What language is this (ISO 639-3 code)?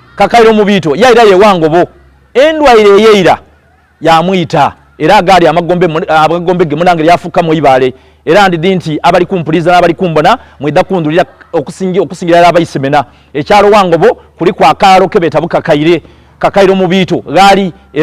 xog